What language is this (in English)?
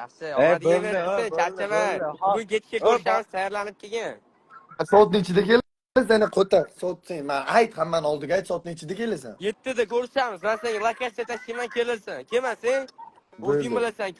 Uzbek